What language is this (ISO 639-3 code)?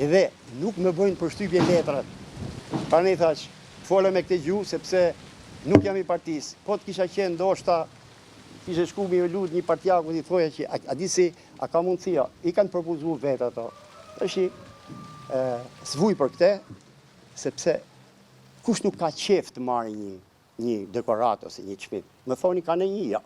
sqi